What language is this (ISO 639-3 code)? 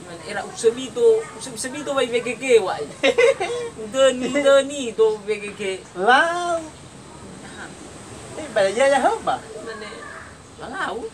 nia